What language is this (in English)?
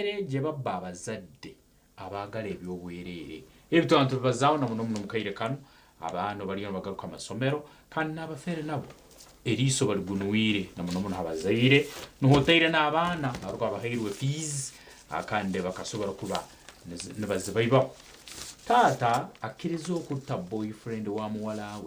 Nyankole